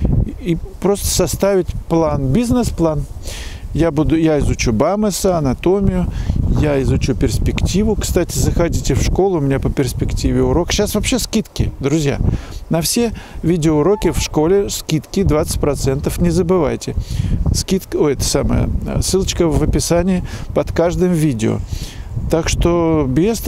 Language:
Russian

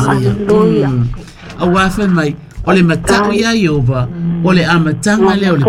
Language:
Samoan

